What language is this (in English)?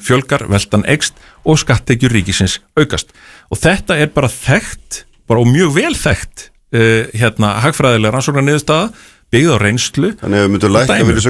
Icelandic